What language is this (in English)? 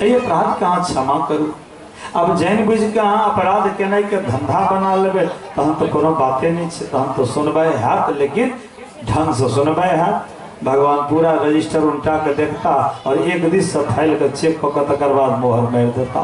Maithili